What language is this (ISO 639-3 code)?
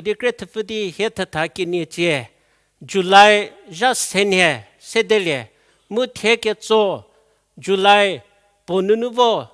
njm